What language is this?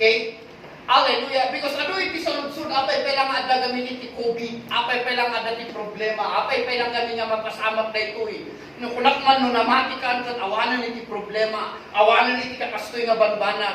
Iloko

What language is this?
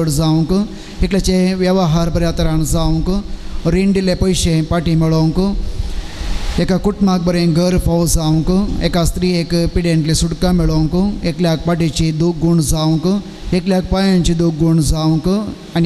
Konkani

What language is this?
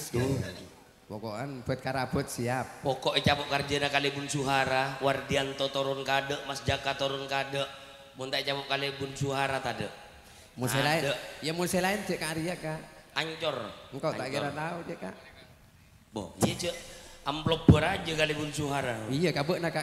Madurese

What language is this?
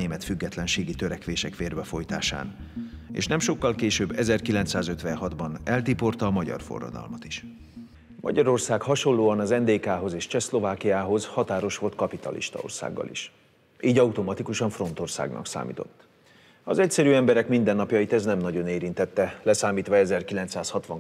Hungarian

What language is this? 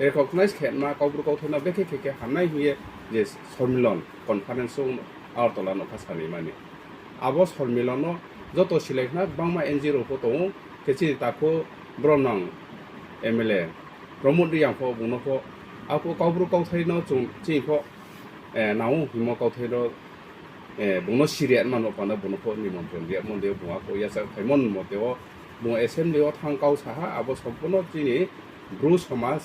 Riang (India)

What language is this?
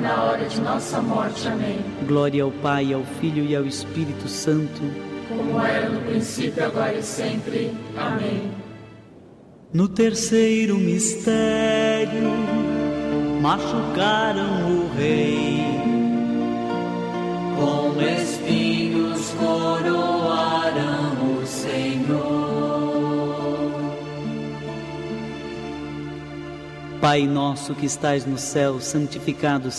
Portuguese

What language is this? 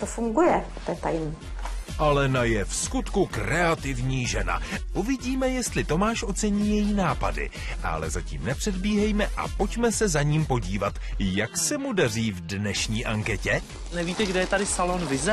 Czech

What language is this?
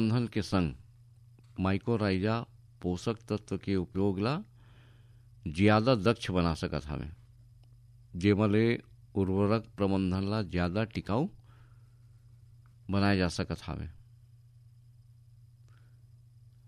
Chhattisgarhi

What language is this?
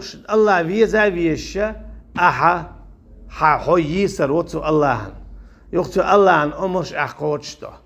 Chechen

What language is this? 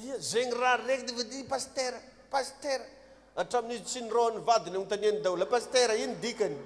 Malagasy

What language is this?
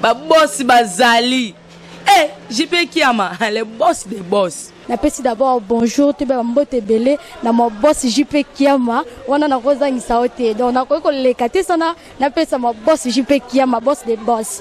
Lingala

